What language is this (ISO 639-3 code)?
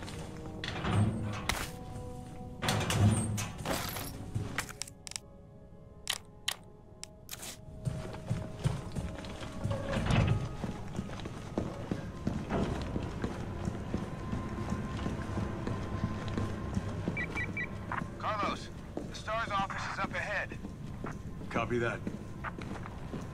eng